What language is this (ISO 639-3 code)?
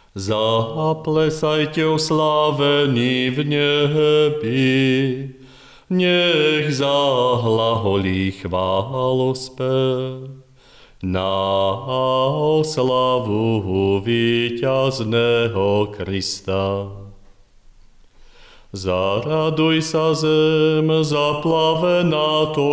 slk